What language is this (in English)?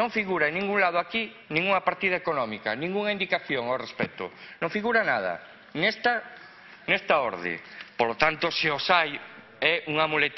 Galician